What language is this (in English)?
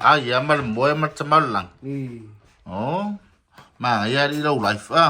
Samoan